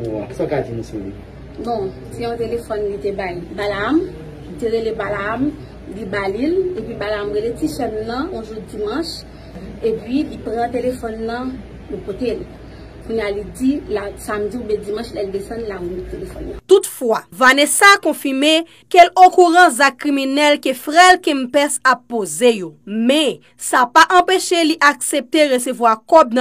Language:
Haitian Creole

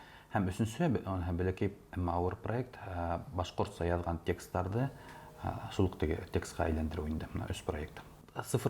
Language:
Bashkir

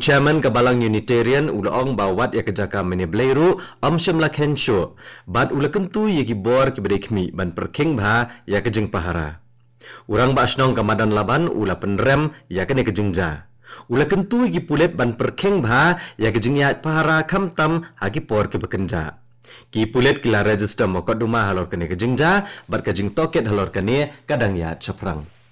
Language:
Khasi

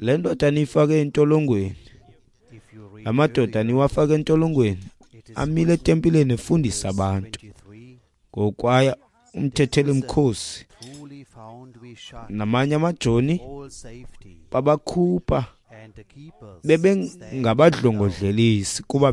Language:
Xhosa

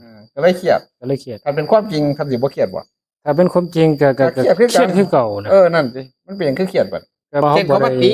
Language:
Lao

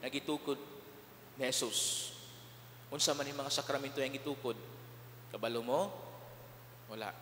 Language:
Cebuano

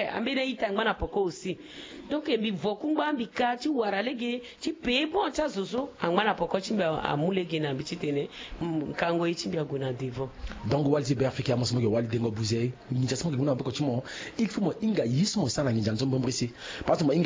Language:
Sango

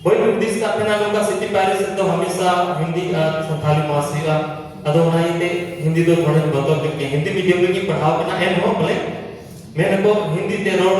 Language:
Santali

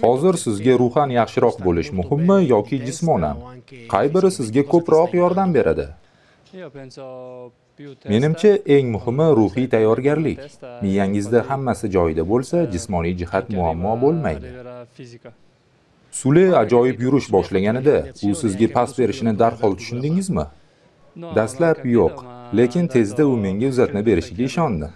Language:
Uzbek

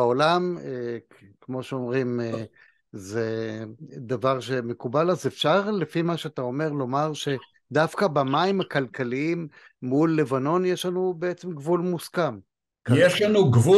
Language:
Hebrew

